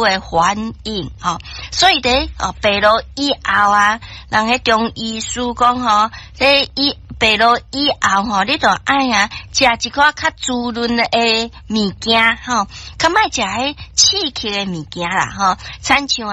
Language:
Min Nan Chinese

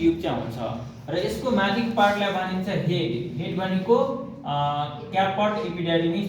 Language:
Nepali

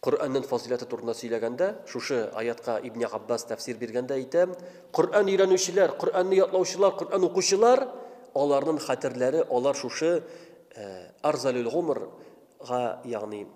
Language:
Tatar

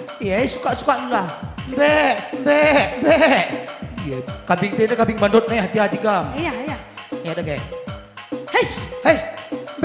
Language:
Batak Karo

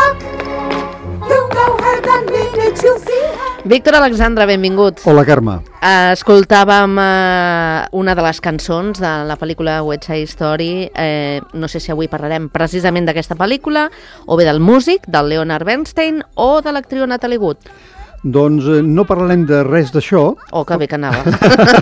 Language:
Catalan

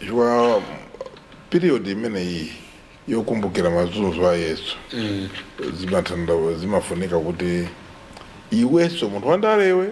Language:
Nyanja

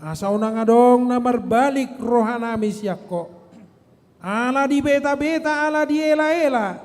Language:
Batak Toba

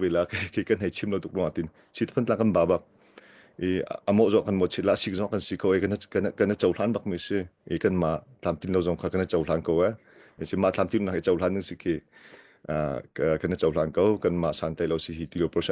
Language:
Hakha Chin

